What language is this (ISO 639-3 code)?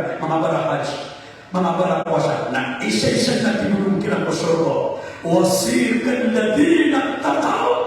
mrw